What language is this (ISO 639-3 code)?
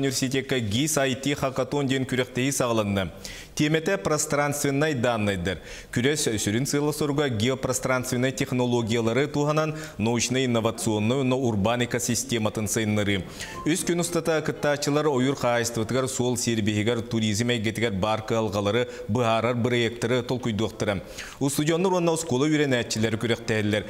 sah